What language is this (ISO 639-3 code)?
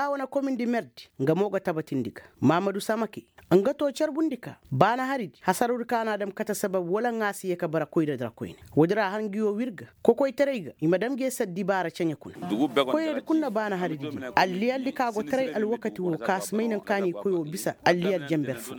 ses